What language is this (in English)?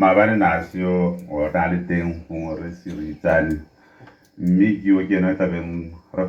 Tswana